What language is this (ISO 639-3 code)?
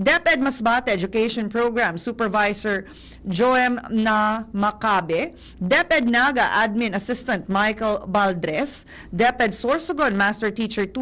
bik